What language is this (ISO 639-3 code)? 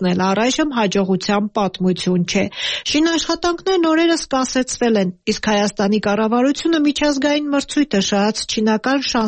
hye